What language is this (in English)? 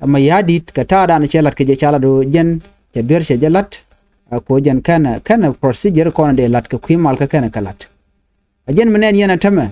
Nuer